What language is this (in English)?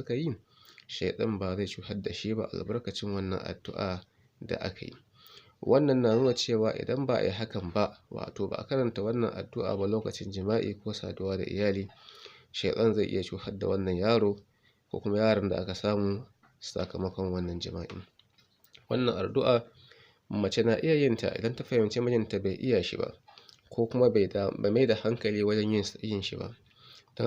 Hausa